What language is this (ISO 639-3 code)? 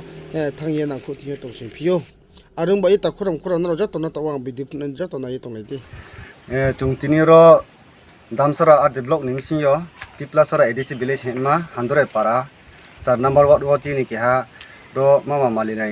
ria